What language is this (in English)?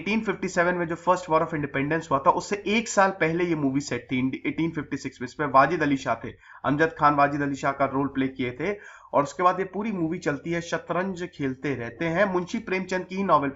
Hindi